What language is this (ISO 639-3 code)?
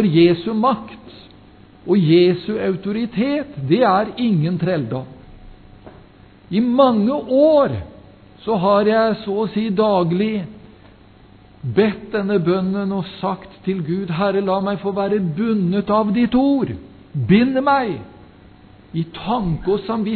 nor